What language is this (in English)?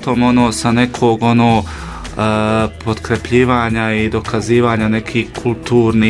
Bosnian